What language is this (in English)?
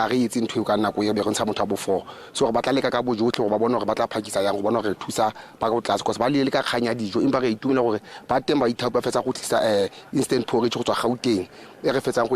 Tswana